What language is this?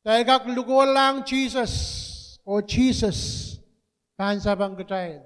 Pohnpeian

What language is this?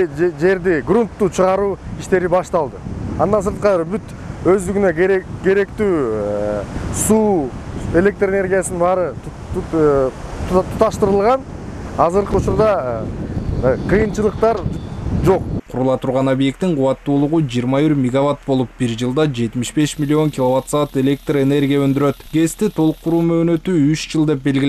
Kyrgyz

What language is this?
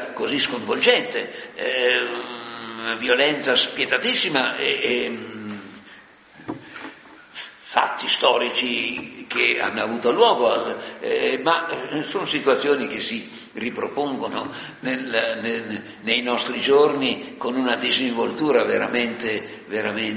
Italian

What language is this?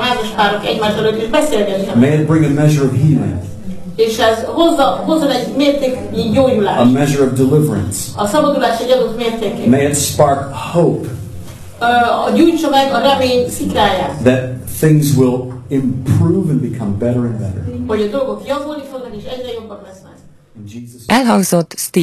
Hungarian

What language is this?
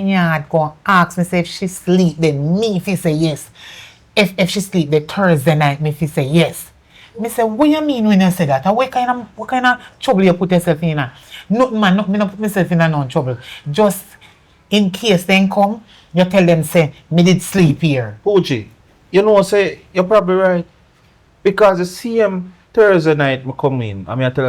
Jamaican Creole English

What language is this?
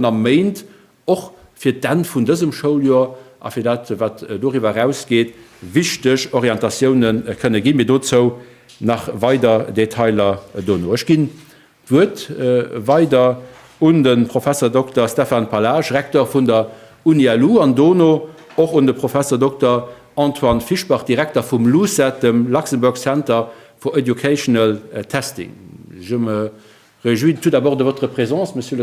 Luxembourgish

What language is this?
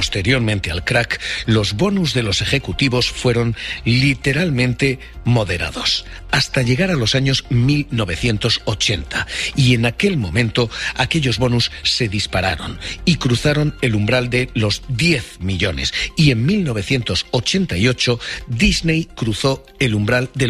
Spanish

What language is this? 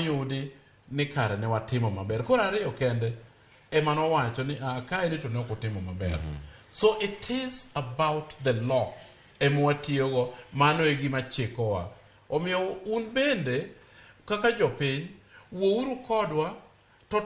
Luo (Kenya and Tanzania)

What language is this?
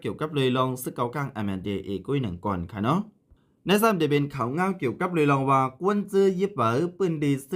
Shan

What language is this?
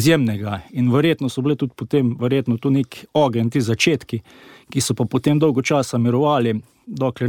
Slovenian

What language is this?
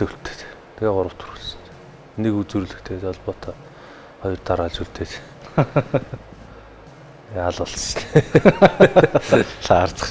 Mongolian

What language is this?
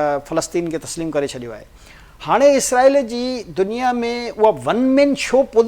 Sindhi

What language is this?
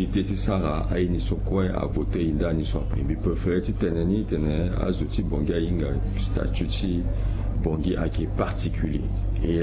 Sango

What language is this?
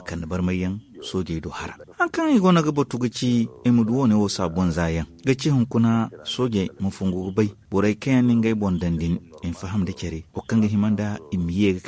Zarma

